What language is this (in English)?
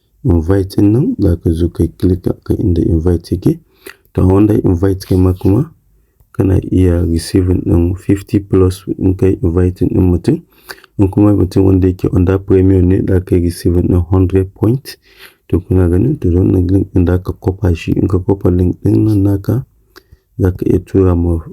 Hausa